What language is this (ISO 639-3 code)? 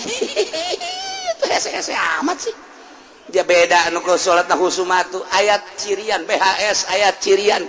sun